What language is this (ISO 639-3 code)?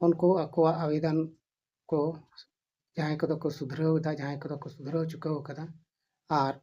sat